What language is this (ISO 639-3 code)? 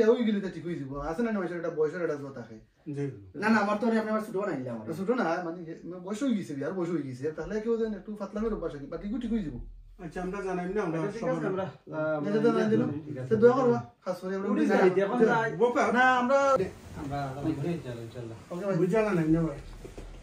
syl